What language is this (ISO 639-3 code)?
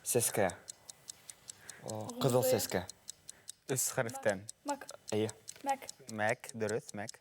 bak